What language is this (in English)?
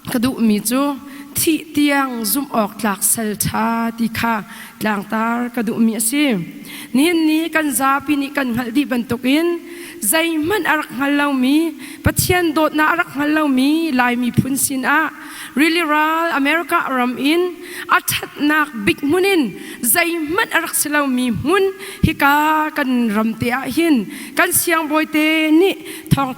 Hakha Chin